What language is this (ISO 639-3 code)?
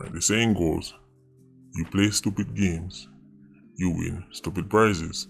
jam